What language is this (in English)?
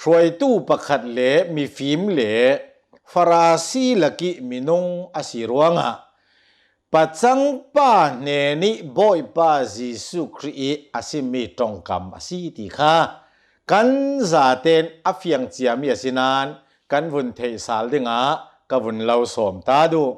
Hakha Chin